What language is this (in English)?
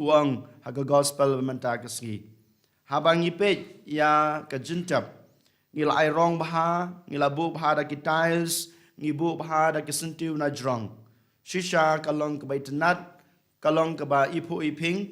Khasi